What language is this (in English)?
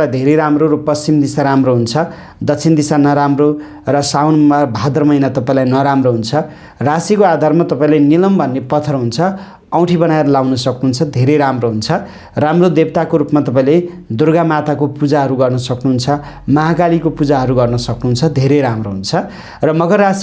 Nepali